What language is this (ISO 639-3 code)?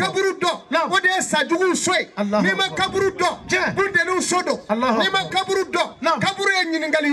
bam